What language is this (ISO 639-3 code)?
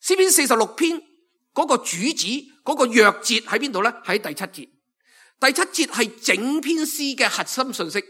yue